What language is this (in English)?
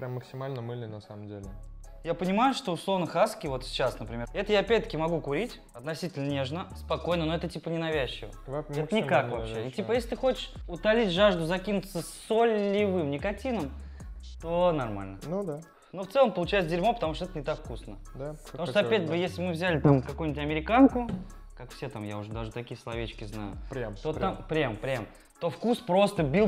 Russian